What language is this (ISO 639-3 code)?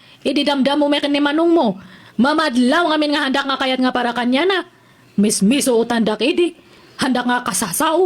ilo